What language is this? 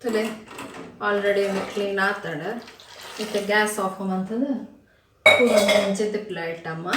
Tulu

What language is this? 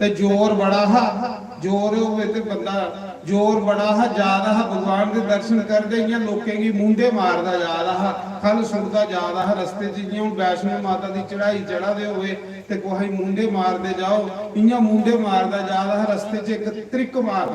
Dogri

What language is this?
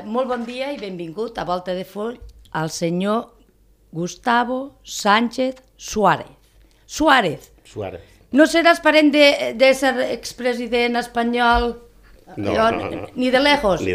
Catalan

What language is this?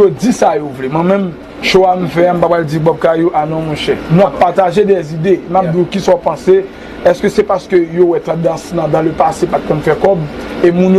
Haitian Creole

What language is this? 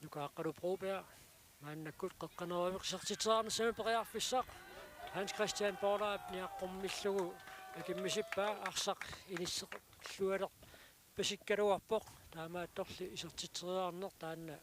Kalaallisut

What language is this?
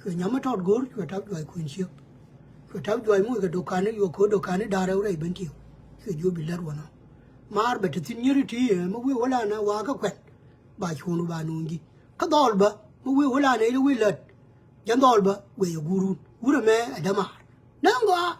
Nuer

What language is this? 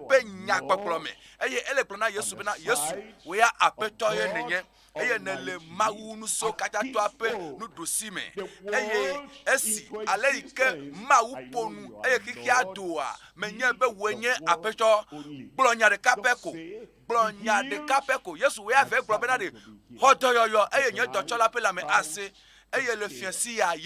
Ewe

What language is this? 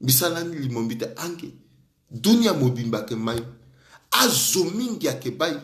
Sango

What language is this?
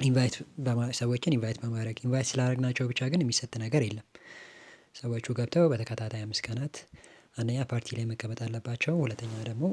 Amharic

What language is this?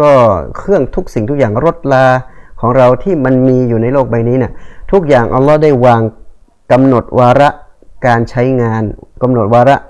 Thai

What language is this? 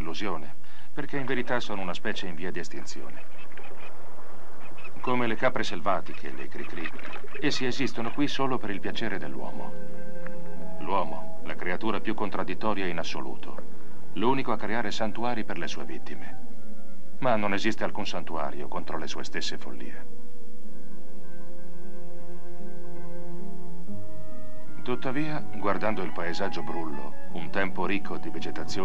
Italian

